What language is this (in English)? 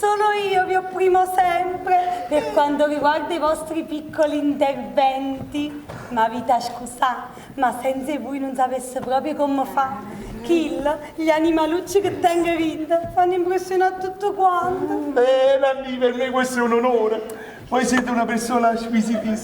Neapolitan